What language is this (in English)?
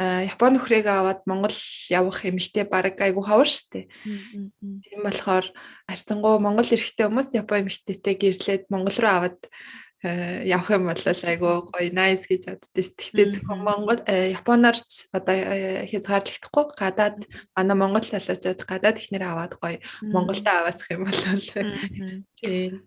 Mongolian